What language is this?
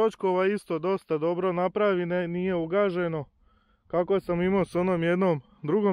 Croatian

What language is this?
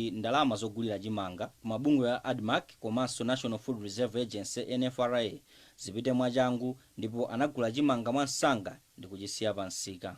Nyanja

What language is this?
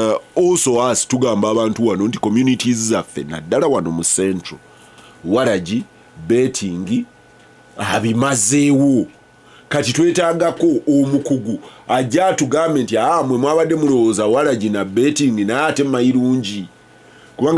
Ganda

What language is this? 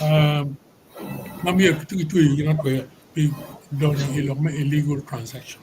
Acoli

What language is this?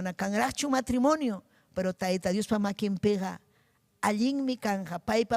Ayacucho Quechua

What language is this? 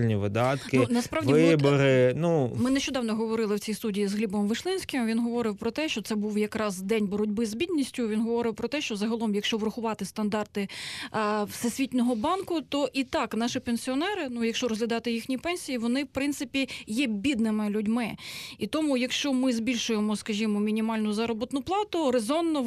Ukrainian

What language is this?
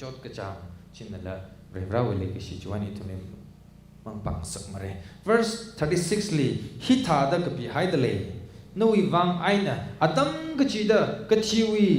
Tangkhul Naga (India)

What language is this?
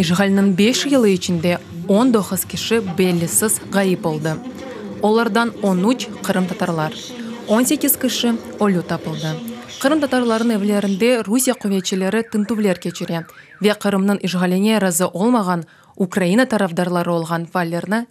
Crimean Tatar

